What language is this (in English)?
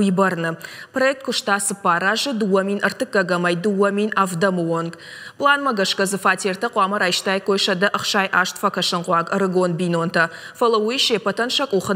Ossetic